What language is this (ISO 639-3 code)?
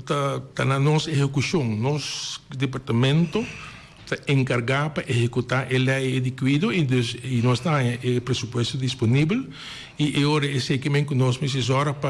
pap